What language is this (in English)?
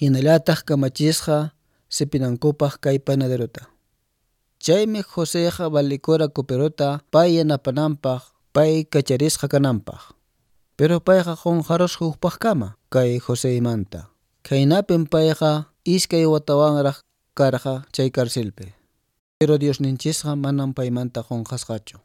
Quechua